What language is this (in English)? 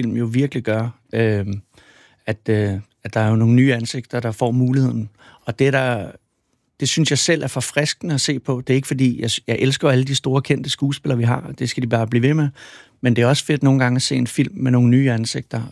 Danish